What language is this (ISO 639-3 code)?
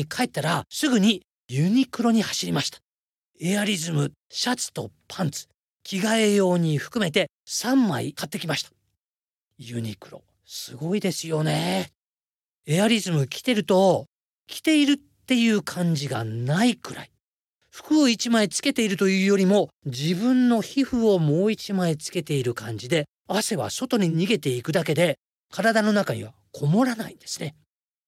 jpn